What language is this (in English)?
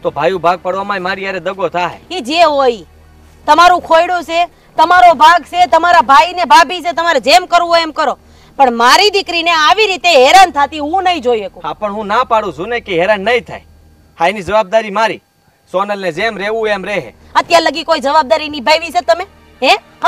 Gujarati